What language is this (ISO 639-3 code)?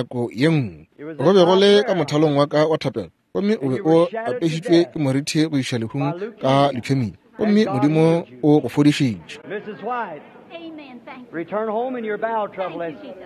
nso